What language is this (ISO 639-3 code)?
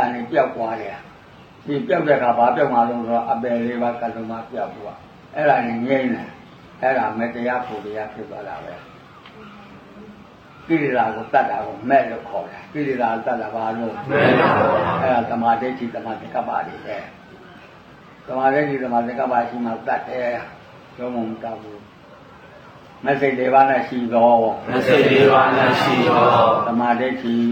mya